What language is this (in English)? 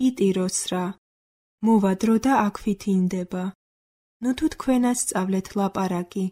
Georgian